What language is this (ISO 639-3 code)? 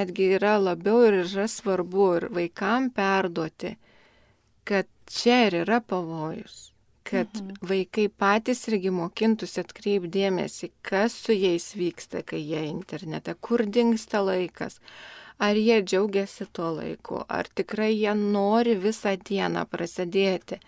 lit